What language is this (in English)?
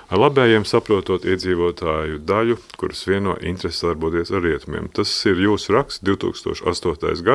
Latvian